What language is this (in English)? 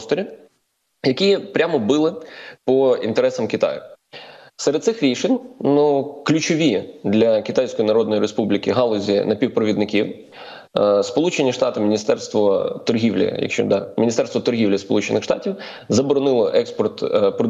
Ukrainian